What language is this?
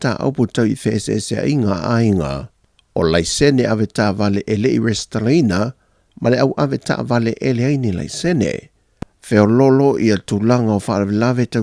Samoan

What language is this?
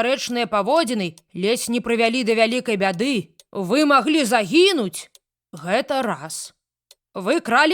Belarusian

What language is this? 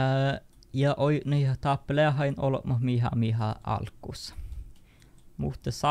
Northern Sami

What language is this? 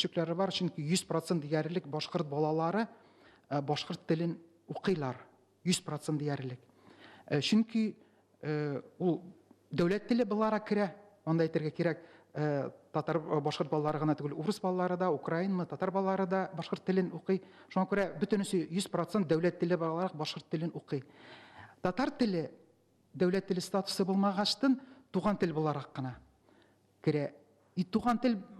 Tatar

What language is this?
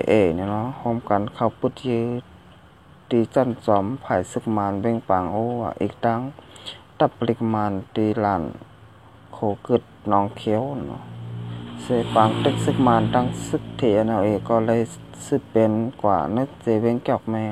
Shan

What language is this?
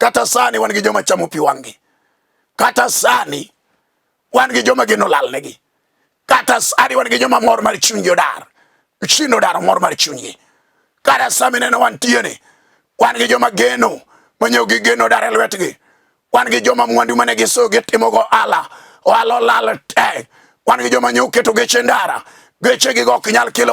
Luo (Kenya and Tanzania)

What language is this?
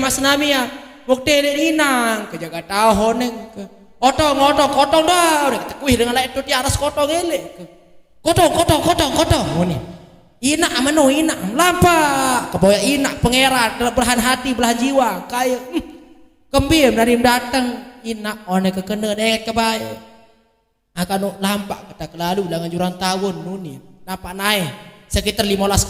Sasak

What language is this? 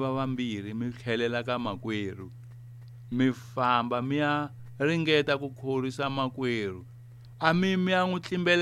Tsonga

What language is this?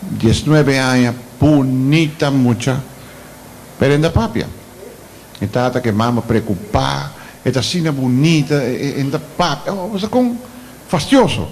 Papiamento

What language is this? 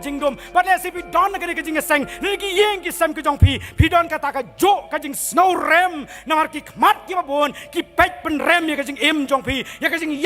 Khasi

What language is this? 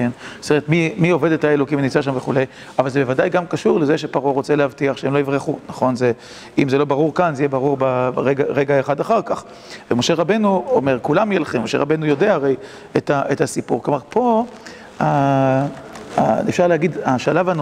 Hebrew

